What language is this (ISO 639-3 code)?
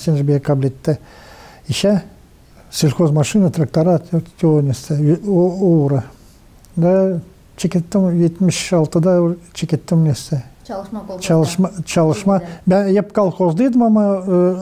gag